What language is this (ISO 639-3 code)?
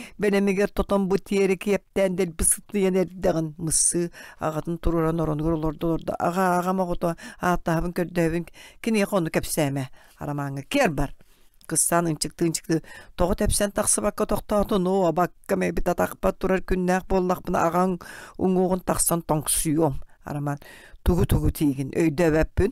sah